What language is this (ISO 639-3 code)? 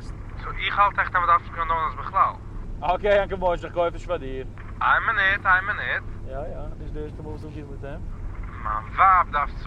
yid